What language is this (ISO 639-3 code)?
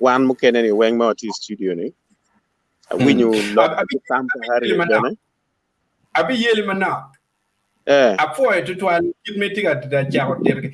ach